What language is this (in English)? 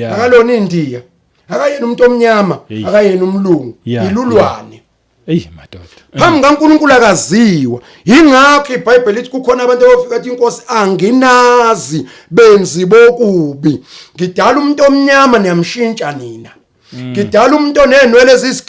Zulu